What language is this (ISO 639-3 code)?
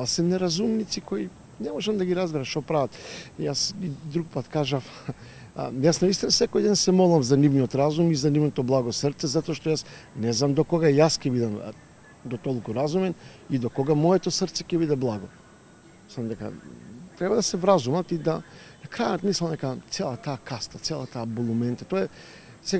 mkd